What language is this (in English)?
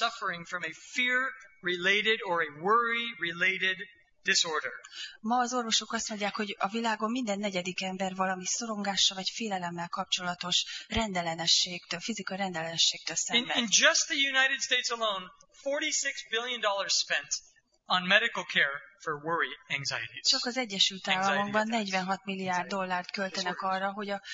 Hungarian